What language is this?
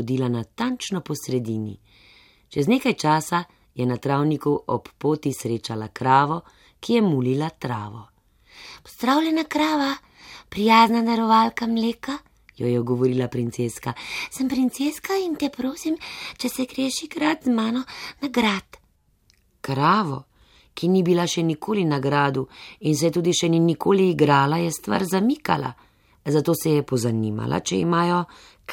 Slovenian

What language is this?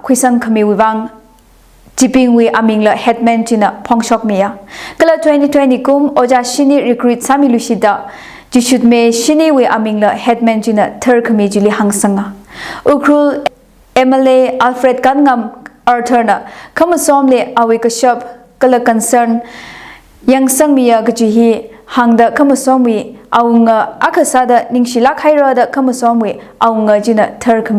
Tangkhul Naga (India)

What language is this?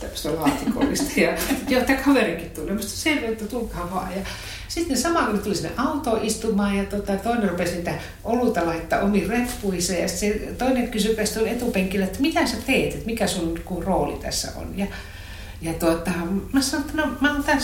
Finnish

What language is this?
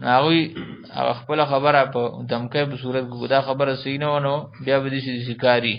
Pashto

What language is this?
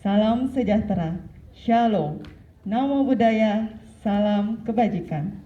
Balinese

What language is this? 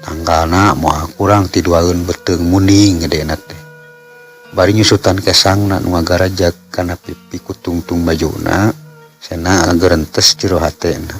Sundanese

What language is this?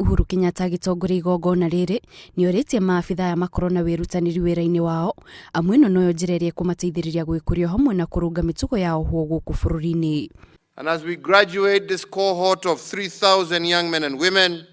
Kikuyu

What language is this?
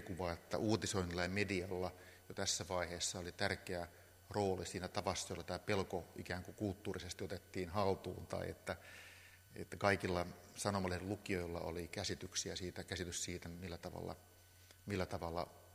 Finnish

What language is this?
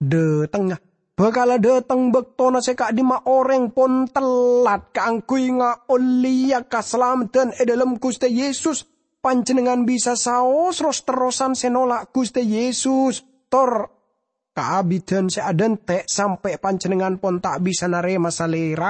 Madurese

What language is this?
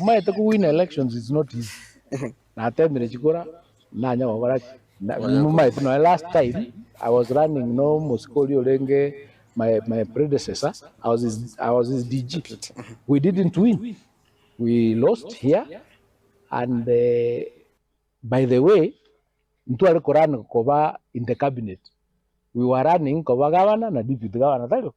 Gusii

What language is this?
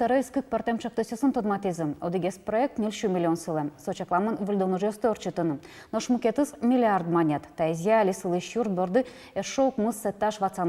Udmurt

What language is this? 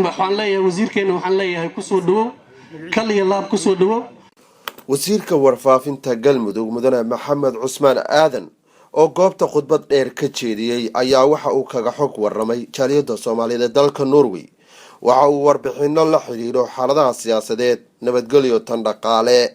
Somali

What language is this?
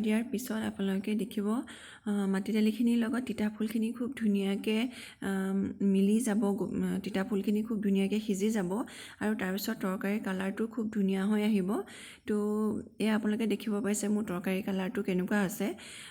Assamese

